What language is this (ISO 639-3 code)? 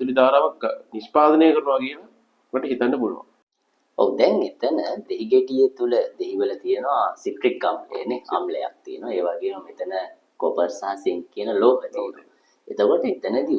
sin